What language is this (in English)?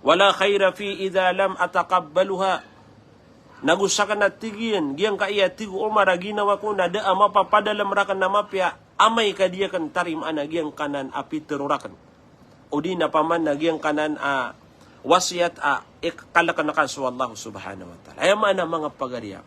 Maranao